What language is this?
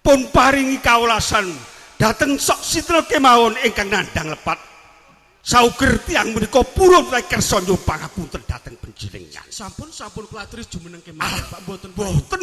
Javanese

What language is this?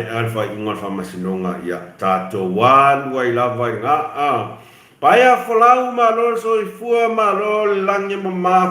Samoan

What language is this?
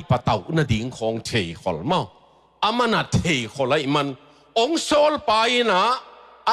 Tedim Chin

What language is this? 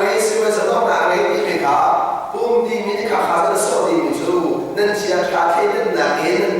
Hakha Chin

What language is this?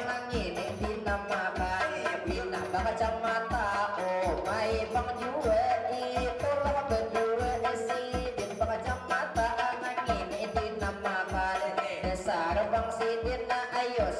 Banjar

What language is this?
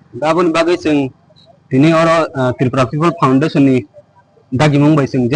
Kok Borok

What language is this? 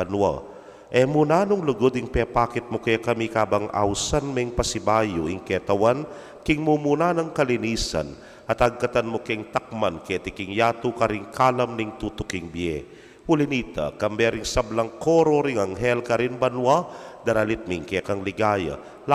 Pampanga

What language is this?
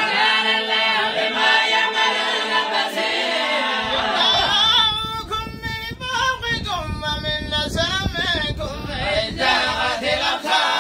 Arabic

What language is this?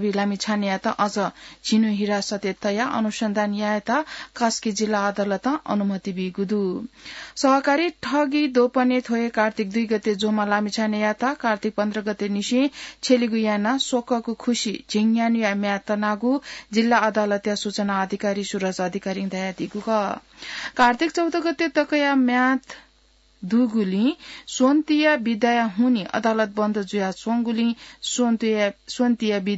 Newari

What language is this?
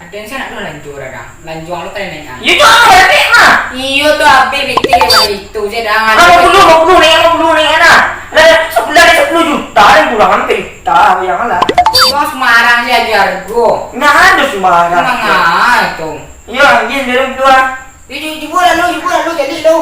Minangkabau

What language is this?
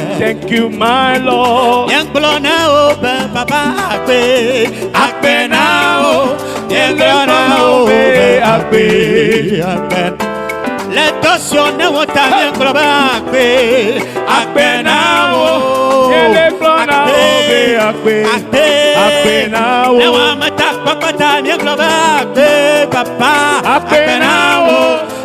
Ewe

